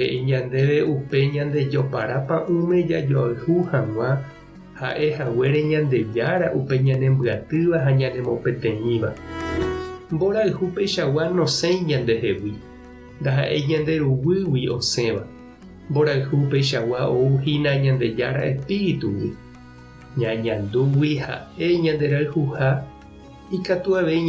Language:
Guarani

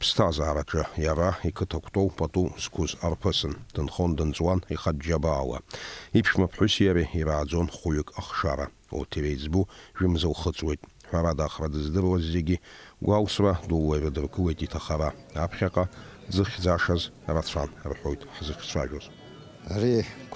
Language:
Abkhazian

